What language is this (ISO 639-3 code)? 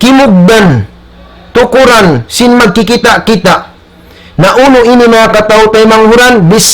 tsg